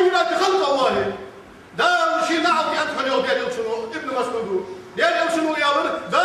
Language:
Ingush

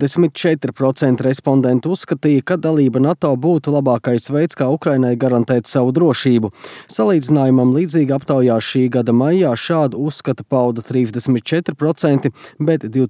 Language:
Latvian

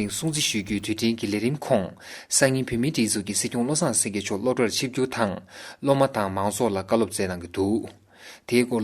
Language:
Tibetan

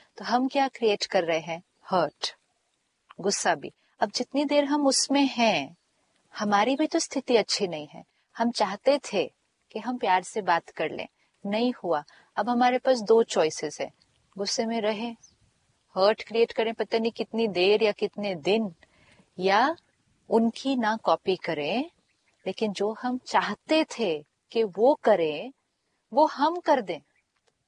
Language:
Hindi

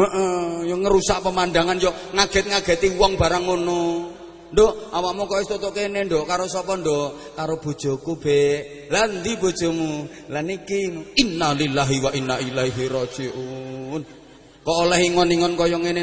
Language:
Javanese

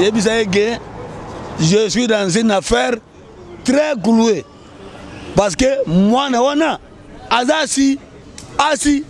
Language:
Lingala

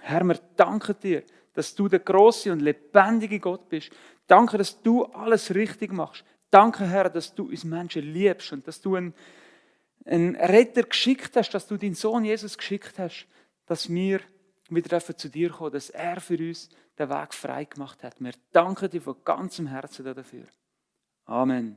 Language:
Swiss German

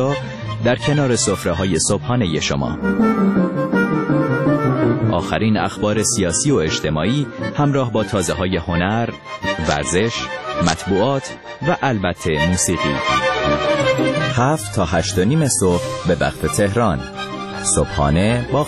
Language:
Persian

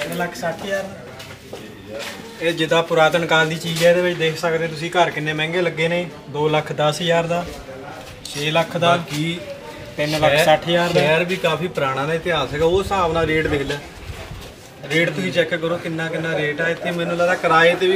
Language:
Punjabi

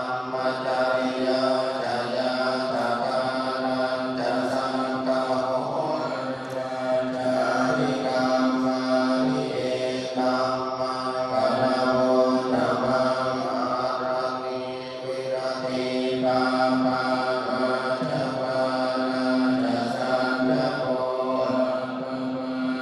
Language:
Pali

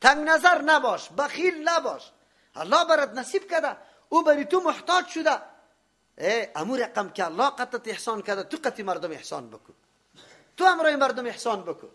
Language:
Persian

